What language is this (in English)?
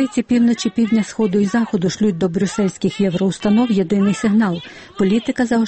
Ukrainian